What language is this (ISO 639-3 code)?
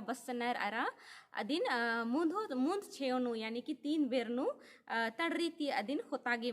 kru